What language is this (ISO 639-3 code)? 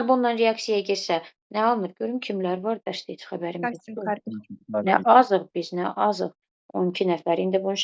aze